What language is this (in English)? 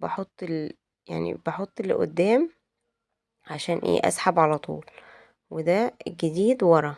Egyptian Arabic